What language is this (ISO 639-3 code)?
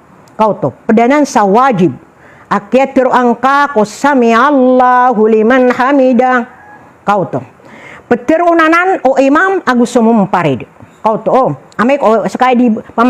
mrw